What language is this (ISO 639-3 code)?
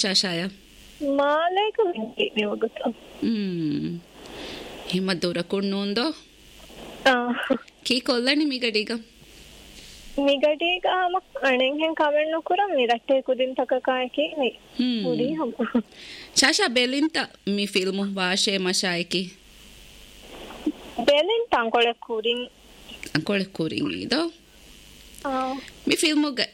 div